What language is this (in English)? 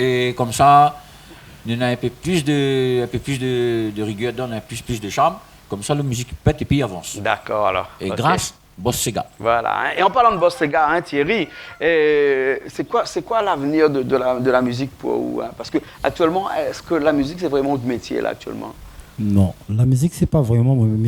Réunion Creole French